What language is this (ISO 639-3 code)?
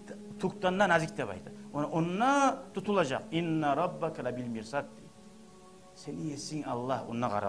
kum